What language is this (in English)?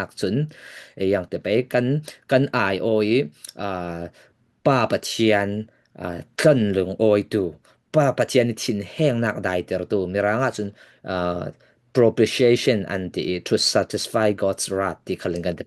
Falam Chin